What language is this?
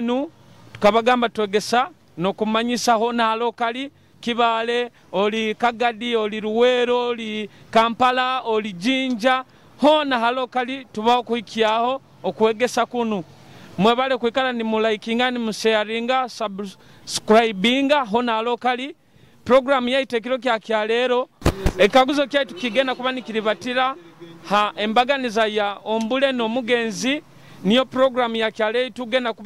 Nyoro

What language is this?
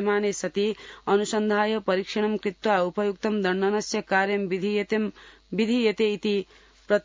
Sanskrit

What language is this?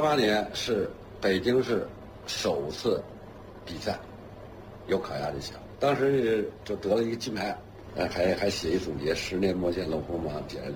Chinese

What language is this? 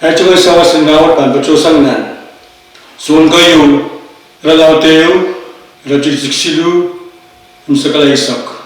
Pohnpeian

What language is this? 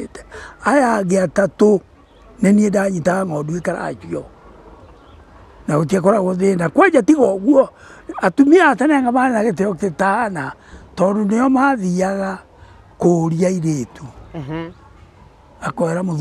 Kikuyu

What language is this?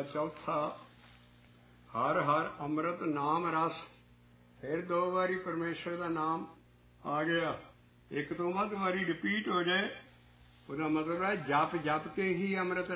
Punjabi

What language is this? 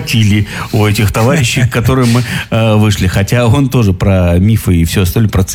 Russian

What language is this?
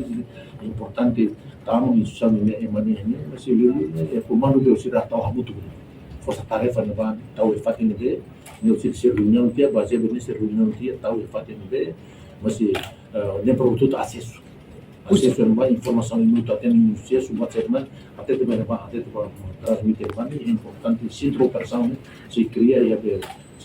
Tetum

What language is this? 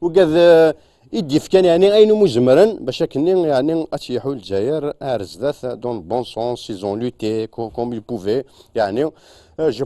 Kabyle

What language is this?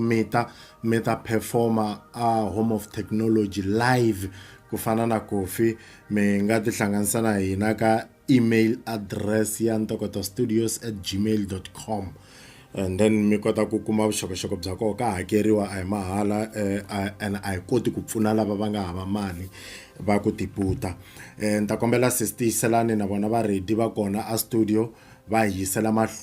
Tsonga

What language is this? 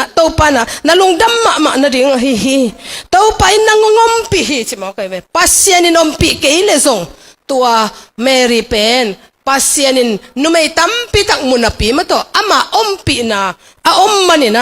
Tedim Chin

